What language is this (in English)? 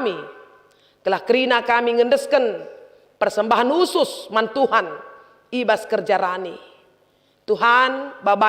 Batak Karo